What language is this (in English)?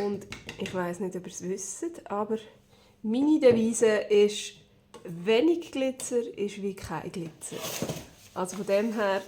Swiss German